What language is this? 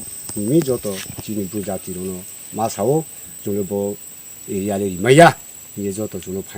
Riang (India)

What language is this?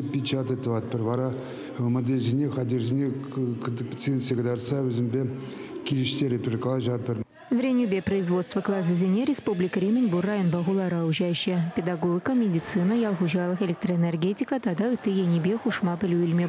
Chuvash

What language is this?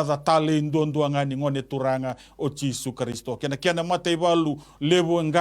Fijian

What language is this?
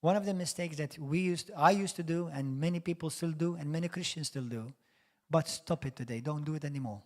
English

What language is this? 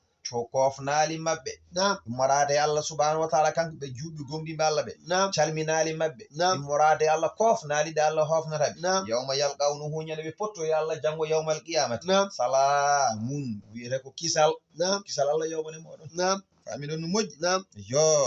Fula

